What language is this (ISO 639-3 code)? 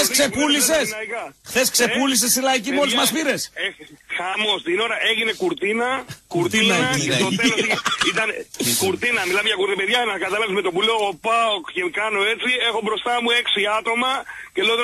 ell